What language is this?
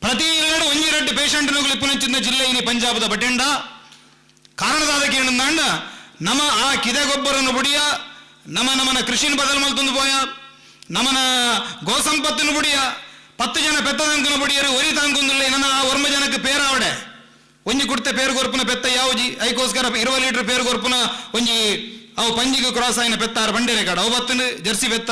Tulu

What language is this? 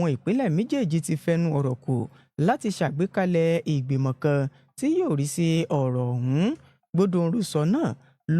Yoruba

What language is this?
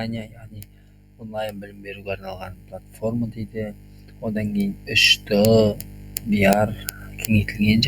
Kazakh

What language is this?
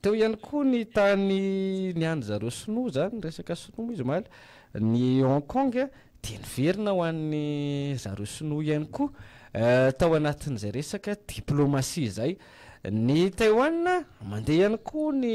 Malagasy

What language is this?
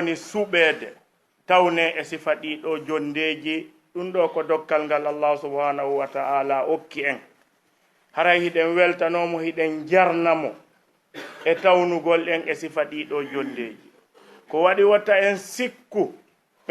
Fula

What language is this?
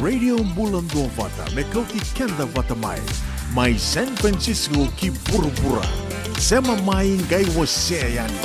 Fijian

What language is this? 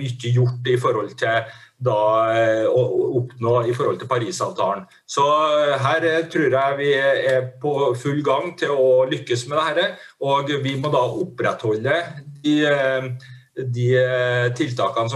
Norwegian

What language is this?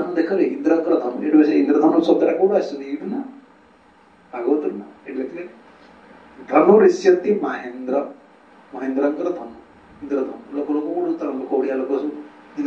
Odia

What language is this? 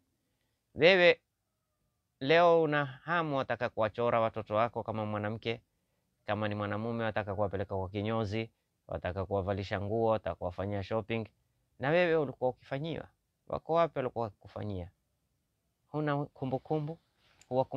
Swahili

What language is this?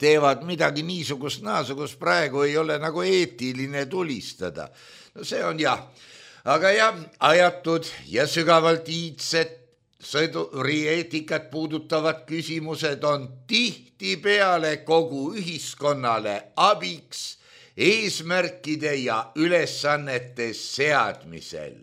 Estonian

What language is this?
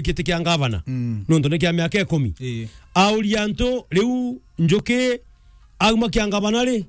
Meru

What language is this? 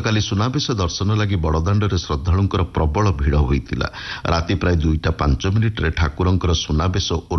Odia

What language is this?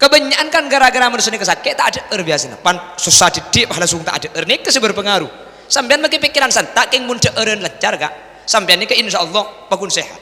Madurese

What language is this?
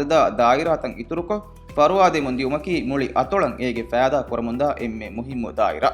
Divehi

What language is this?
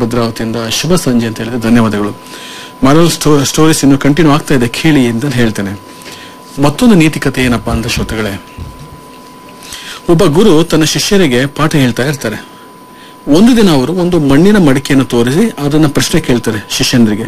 Kannada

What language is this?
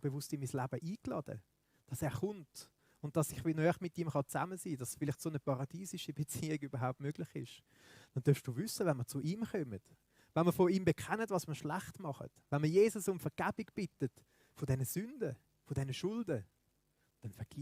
Swiss German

